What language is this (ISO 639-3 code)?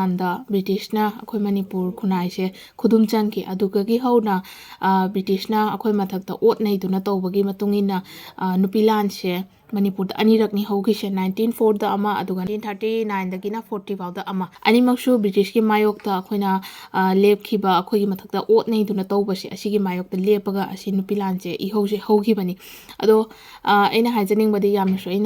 mni